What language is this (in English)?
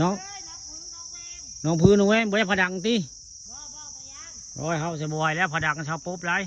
Northeastern Thai